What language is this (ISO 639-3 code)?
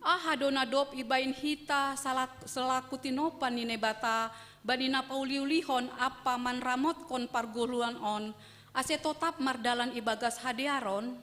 bts